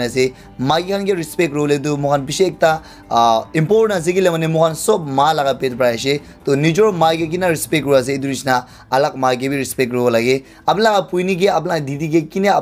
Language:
Naga Pidgin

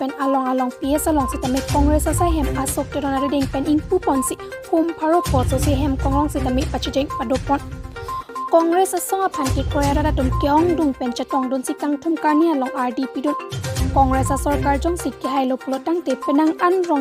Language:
Karbi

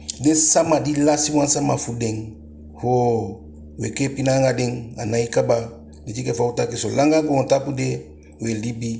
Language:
Eastern Maroon Creole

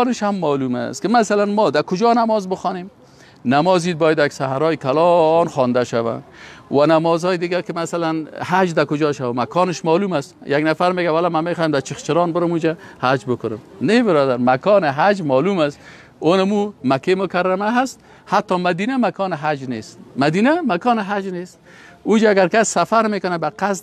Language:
Persian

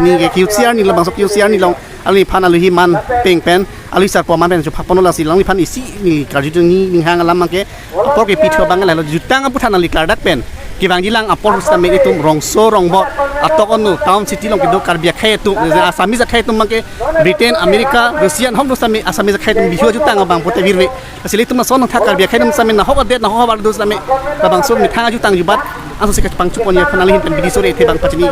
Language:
Karbi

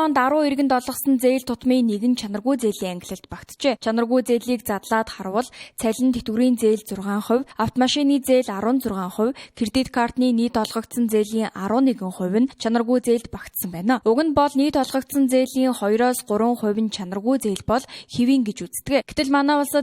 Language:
Mongolian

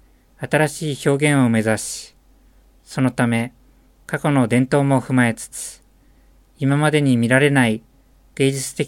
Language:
Japanese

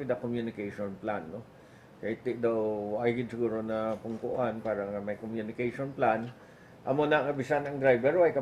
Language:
Hiligaynon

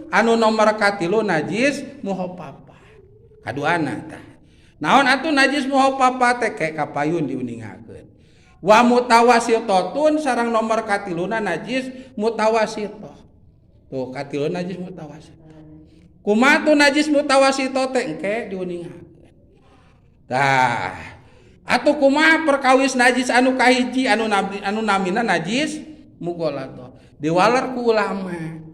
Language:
Sundanese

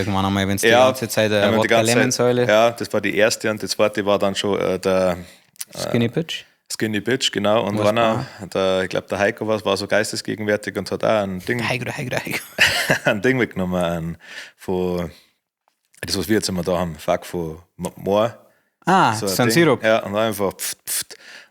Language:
Bavarian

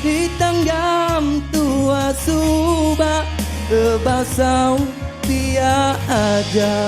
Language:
Iban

